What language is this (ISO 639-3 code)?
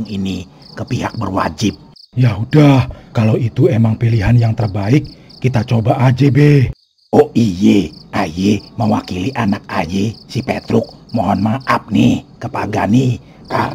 bew